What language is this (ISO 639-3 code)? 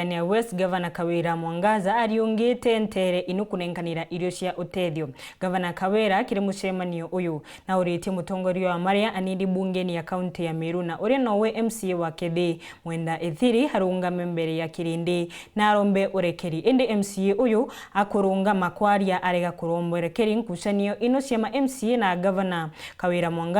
mer